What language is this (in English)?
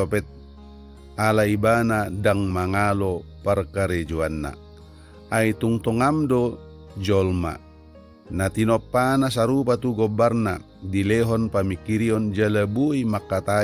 Batak Toba